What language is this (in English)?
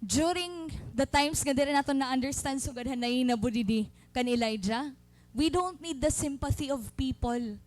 Waray